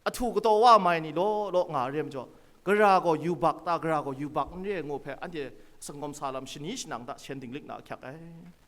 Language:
Kachin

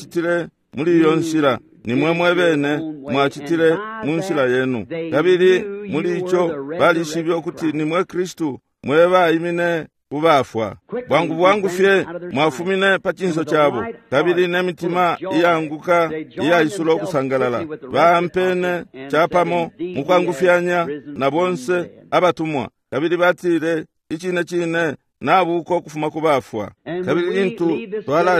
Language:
Bemba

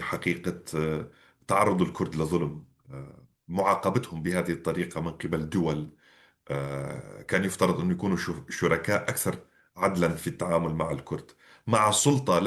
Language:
North Levantine Arabic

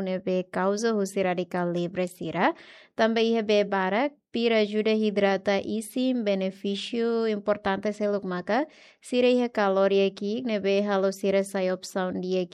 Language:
Tetum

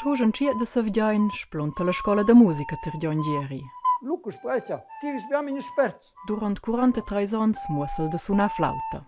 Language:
Romansh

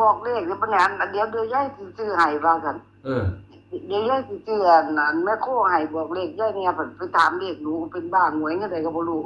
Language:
Northeastern Thai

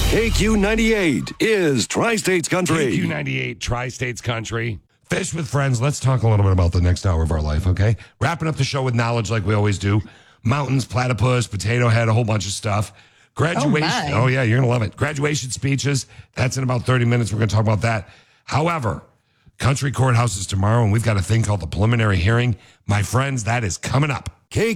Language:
English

